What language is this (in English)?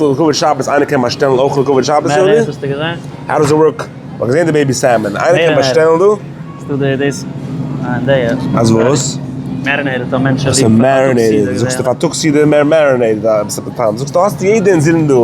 Yiddish